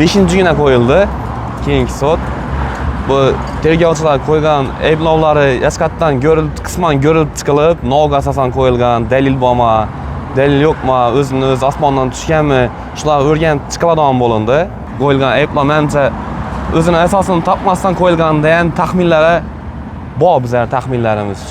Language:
Uzbek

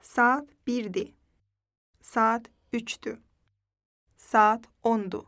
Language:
Azerbaijani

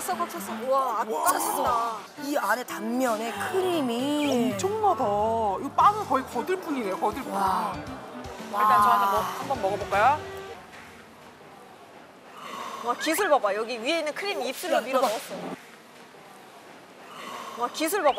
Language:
Korean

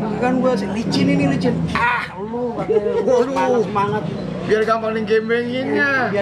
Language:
Betawi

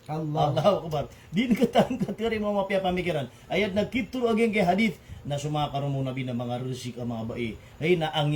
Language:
Maranao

